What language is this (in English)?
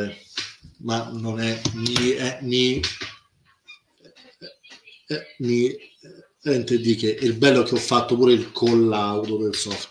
Italian